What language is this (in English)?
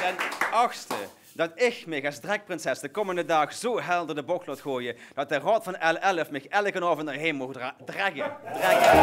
Limburgish